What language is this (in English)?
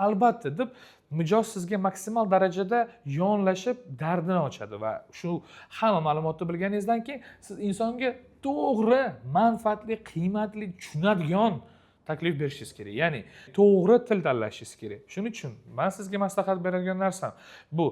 Uzbek